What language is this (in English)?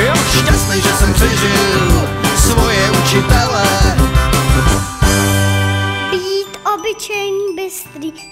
Czech